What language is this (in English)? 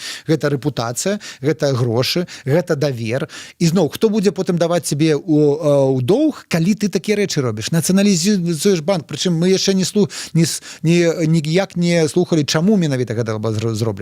Belarusian